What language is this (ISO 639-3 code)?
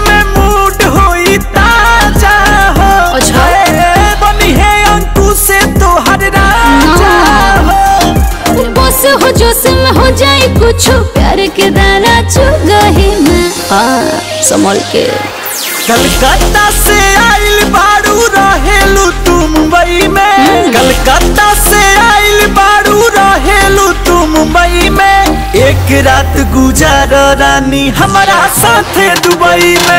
bho